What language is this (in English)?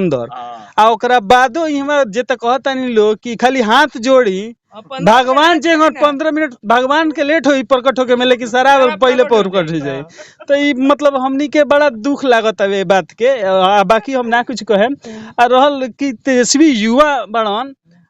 Bhojpuri